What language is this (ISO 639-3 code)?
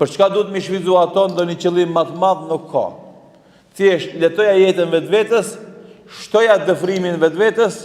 sqi